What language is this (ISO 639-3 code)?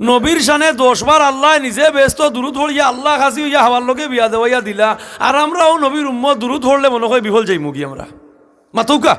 syl